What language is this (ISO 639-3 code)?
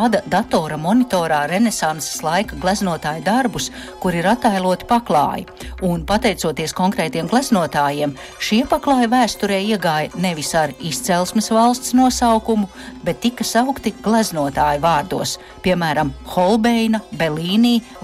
lav